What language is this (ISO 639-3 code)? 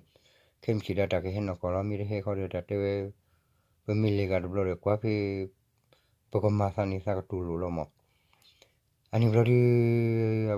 ksw